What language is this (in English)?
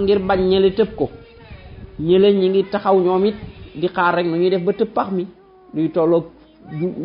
Wolof